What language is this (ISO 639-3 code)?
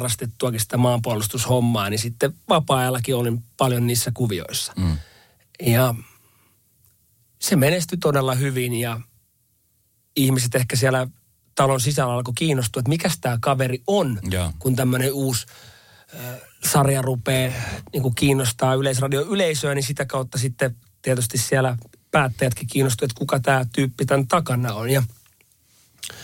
fin